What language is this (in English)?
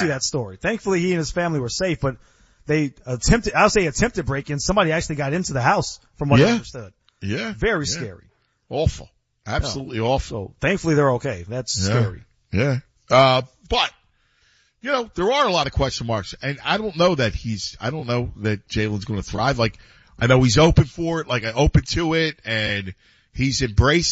English